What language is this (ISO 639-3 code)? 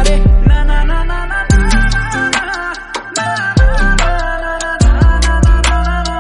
pan